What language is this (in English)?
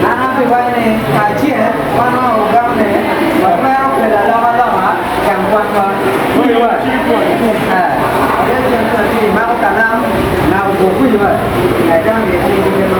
Acoli